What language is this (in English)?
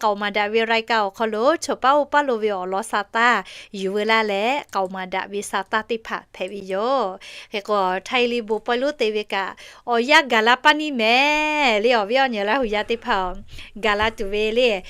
Lahu